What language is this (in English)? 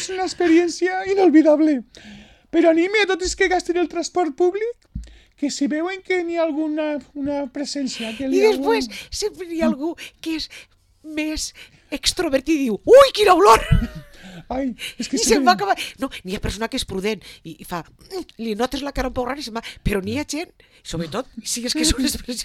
Catalan